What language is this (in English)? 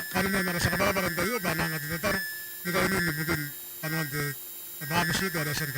Gilbertese